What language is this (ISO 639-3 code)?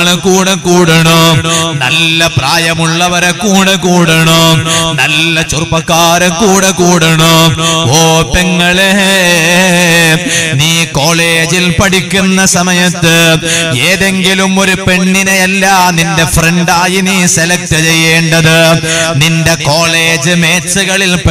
mal